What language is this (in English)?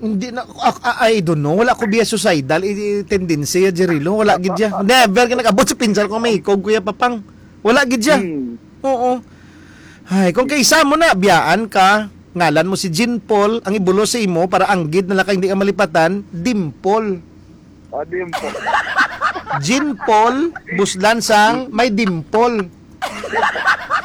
Hiligaynon